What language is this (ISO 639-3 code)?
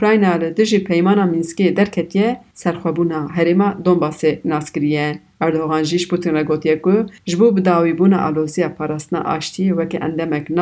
kur